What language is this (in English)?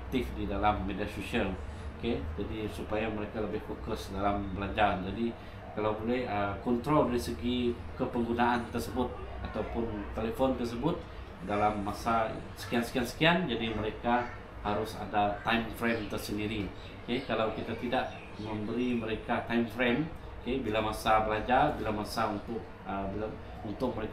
Malay